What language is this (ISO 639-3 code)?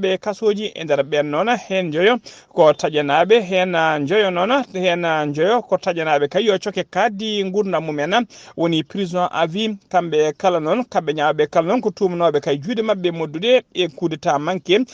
ful